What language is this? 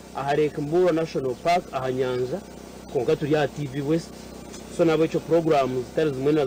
Nyankole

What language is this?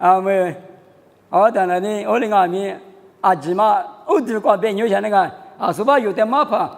Lisu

